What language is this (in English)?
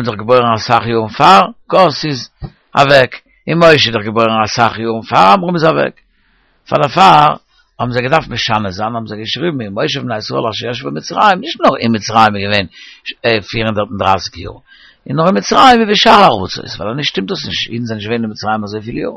Yiddish